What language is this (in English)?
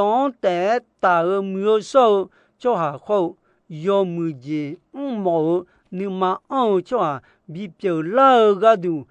Akha